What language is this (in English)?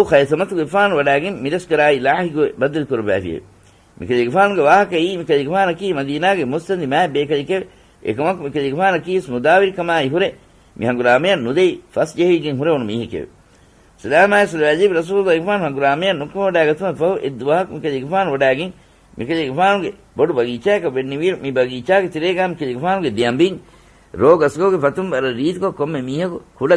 Divehi